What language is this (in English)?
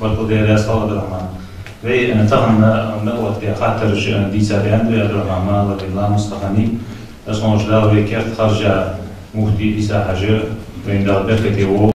Ingush